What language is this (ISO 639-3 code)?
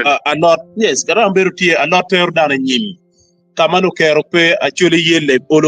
ach